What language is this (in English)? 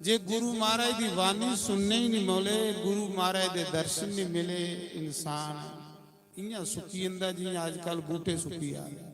Dogri